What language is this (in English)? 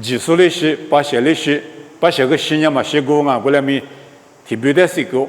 Lisu